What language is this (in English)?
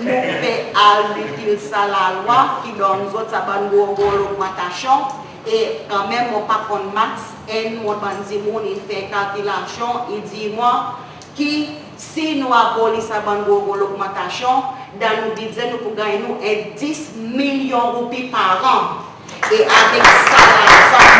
Seselwa Creole French